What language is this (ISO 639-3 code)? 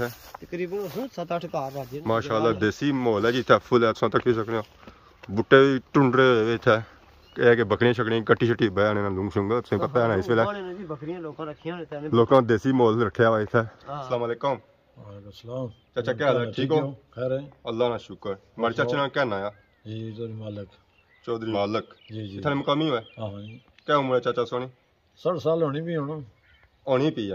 phr